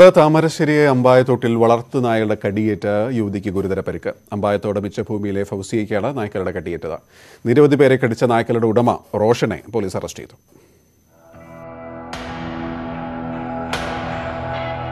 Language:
Malayalam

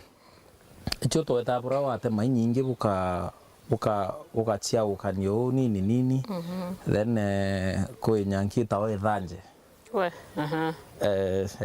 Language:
Meru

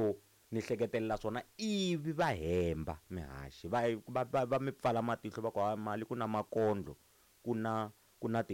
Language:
Tsonga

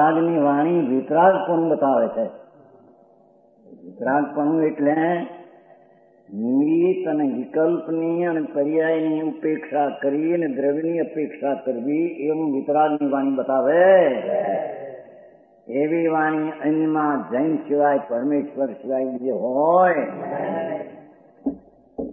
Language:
Gujarati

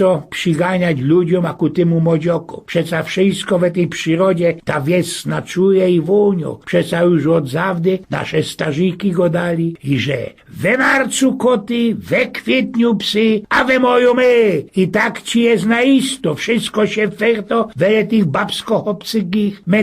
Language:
Silesian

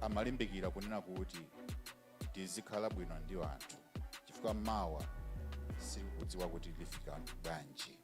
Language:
Nyanja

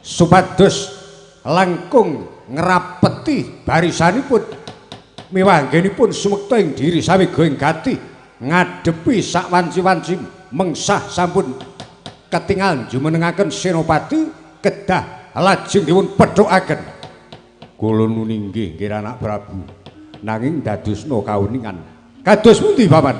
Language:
Javanese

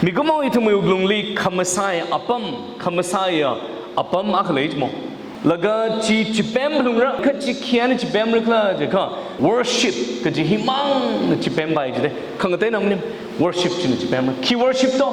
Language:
Tangkhul Naga (India)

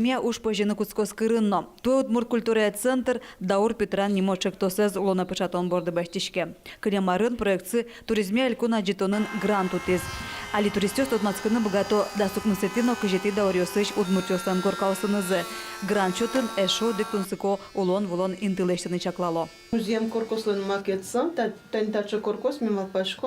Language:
Udmurt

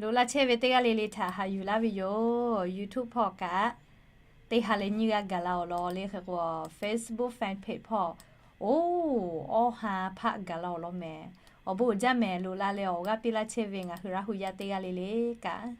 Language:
Lahu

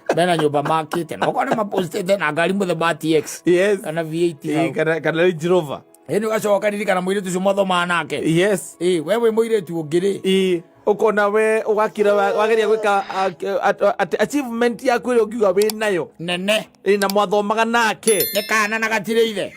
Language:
Kikuyu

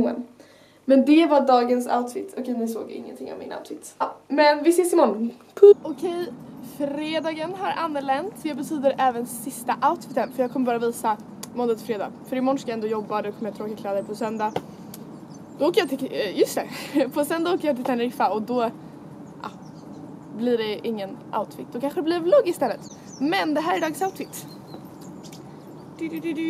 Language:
Swedish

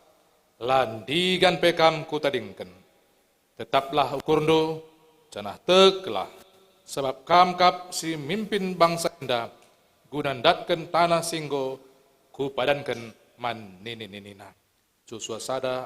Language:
Batak Karo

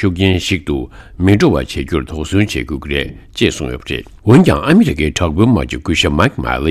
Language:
Tibetan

